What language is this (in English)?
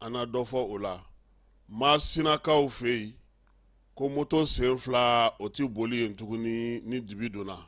Bambara